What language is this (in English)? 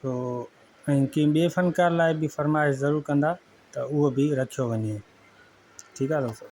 Sindhi